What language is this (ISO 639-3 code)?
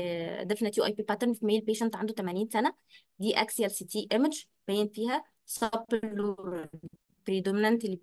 arz